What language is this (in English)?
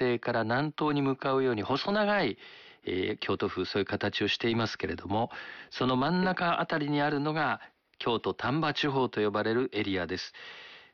Japanese